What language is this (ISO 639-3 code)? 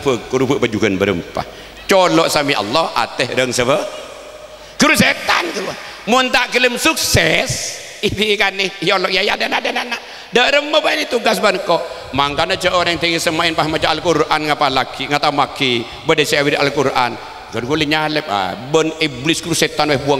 mad